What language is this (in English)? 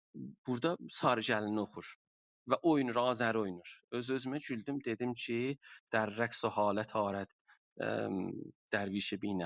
South Azerbaijani